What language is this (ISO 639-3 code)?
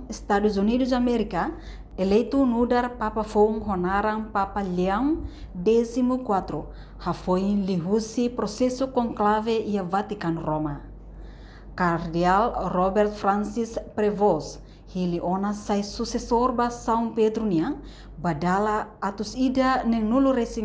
tet